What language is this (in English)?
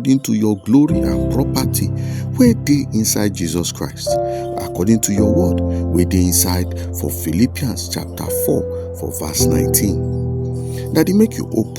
Nigerian Pidgin